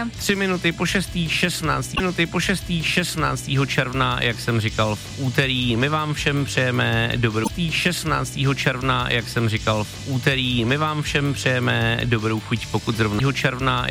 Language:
Czech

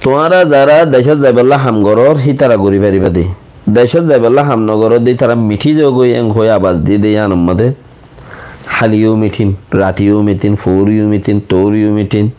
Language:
Rohingya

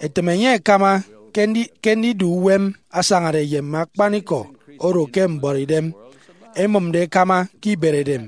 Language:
Efik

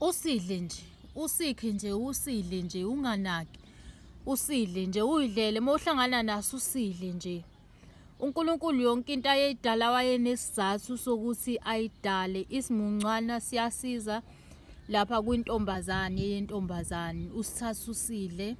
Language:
Zulu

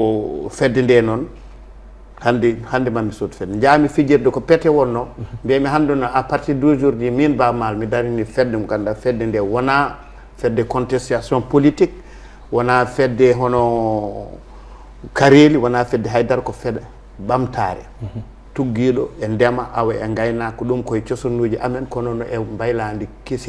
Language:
Fula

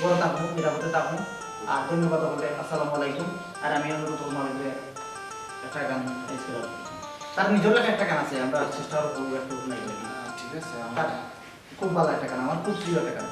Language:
Sylheti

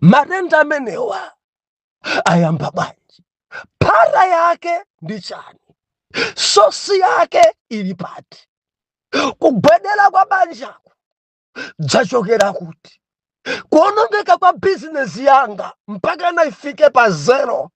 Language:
Nyanja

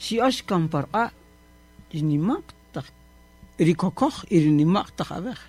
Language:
Kaqchikel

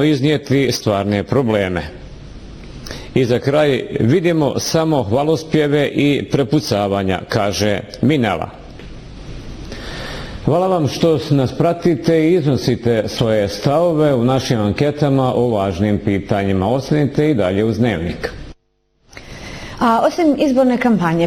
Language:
Bosnian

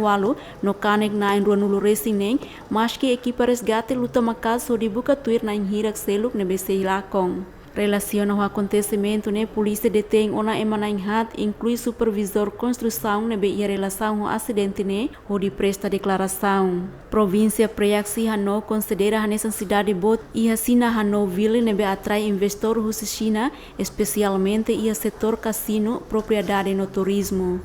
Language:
Tetum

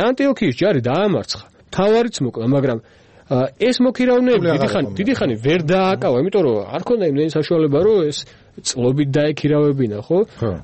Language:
Georgian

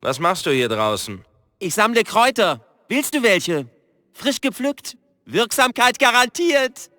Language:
Bavarian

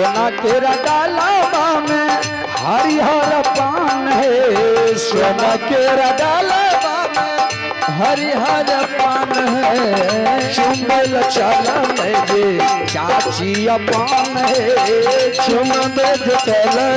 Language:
Maithili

